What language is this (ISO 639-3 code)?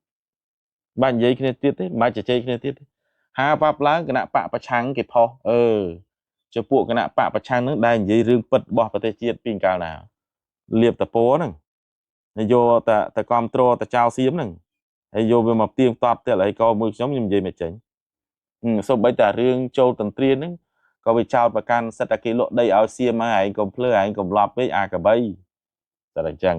khm